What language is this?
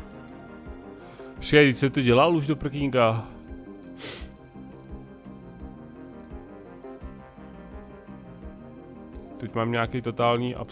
Czech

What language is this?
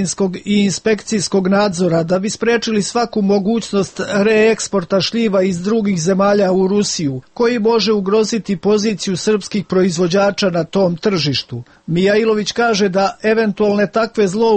Serbian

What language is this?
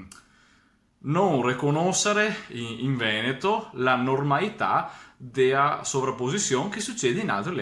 Venetian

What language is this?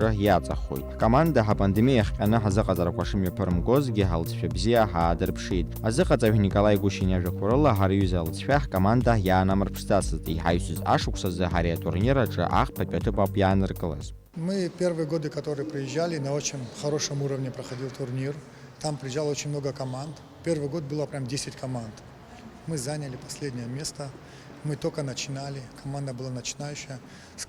Abkhazian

